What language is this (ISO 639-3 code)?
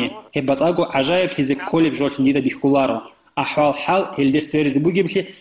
ava